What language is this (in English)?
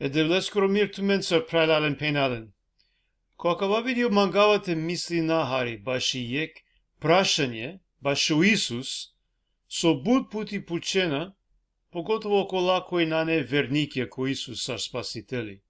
Balkan Romani